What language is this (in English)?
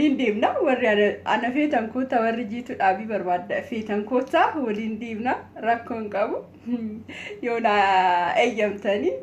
Oromo